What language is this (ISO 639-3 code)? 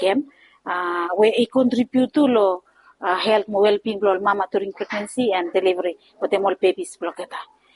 bis